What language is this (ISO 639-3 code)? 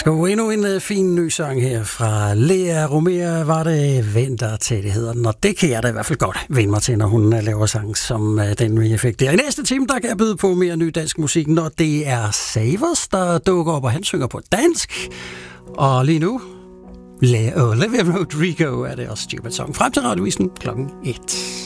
dan